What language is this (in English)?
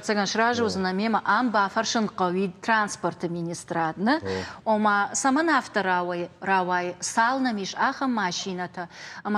Ossetic